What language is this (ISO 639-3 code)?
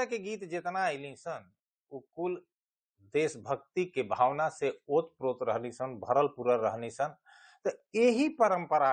bho